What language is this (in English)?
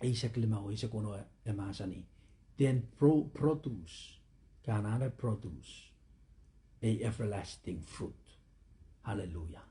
Pohnpeian